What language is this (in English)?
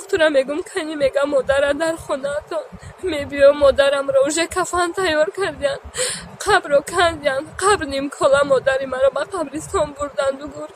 Tajik